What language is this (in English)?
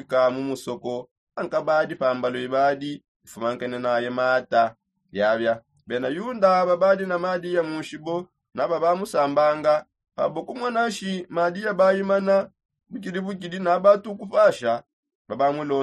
Songe